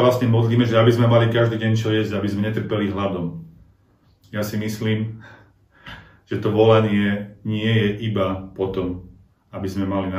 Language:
Slovak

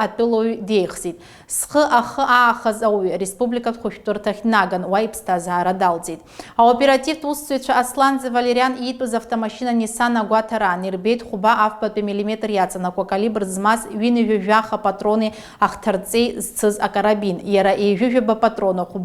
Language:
Abkhazian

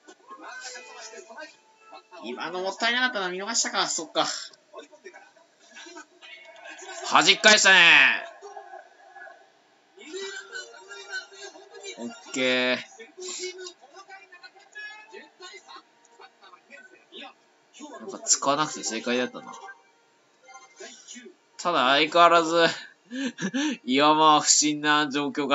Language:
Japanese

